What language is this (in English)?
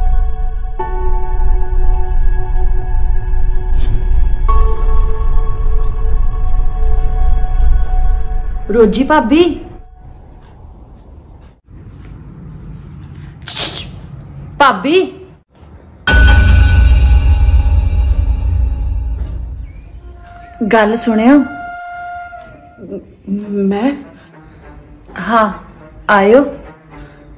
Punjabi